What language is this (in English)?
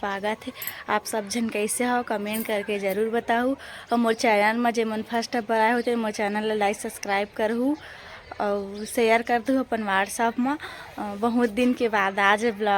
Chhattisgarhi